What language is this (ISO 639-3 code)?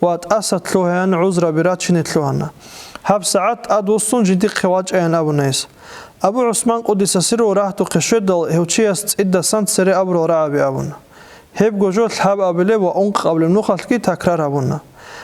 ava